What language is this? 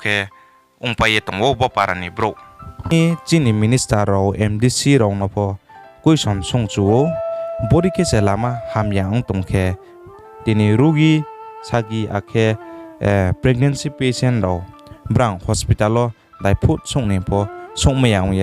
Riang (India)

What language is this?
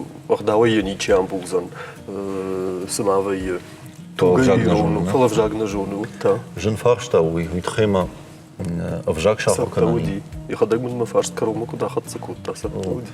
Ossetic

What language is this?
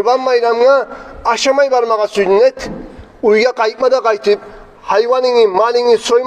Kumyk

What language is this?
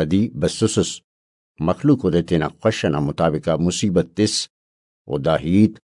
Brahui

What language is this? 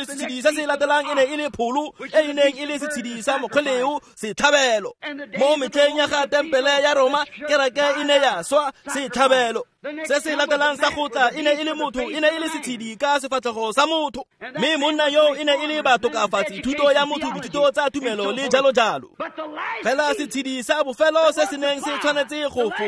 Tswana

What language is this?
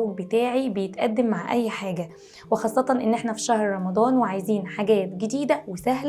Egyptian Arabic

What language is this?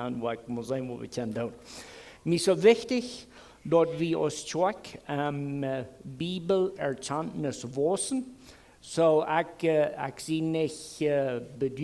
Plautdietsch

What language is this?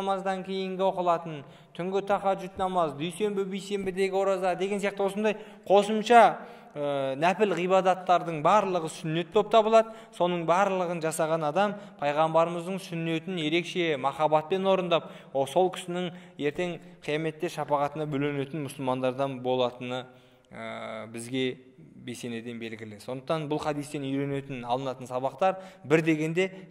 Kazakh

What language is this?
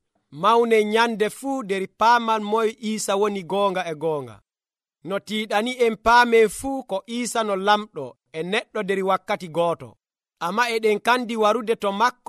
Nigerian Fulfulde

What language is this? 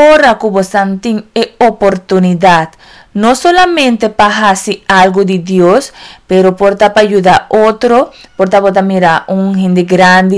Papiamento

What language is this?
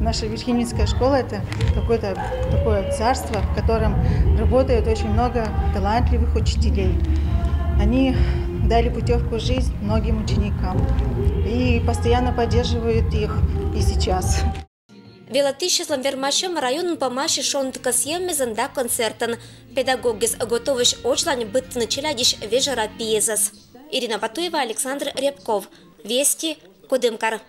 Komi-Permyak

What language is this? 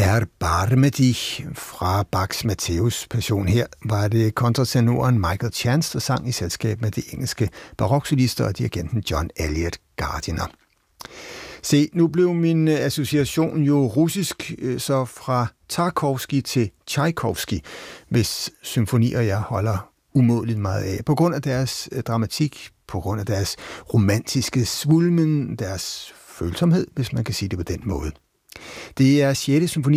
Danish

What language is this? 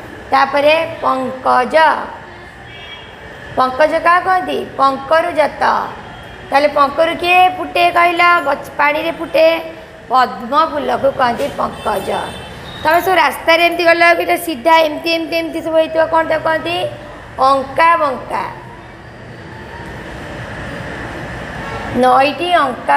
Odia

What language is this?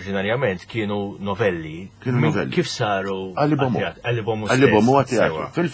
Maltese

